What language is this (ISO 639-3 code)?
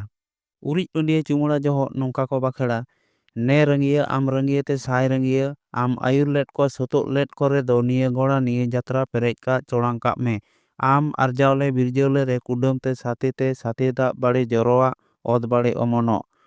sat